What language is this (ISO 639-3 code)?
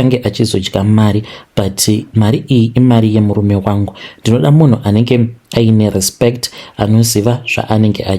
sna